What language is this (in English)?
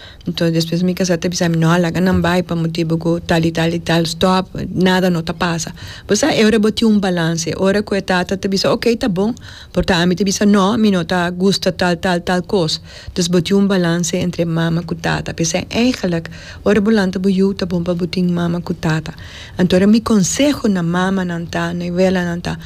Papiamento